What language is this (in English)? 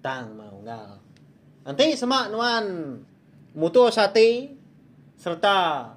Iban